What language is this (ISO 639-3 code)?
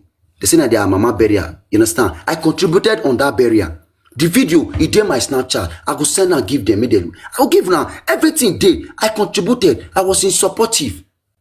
pcm